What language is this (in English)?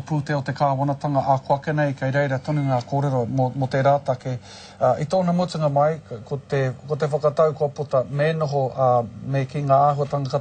Māori